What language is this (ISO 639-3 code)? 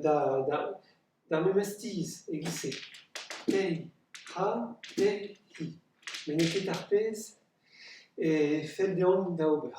bre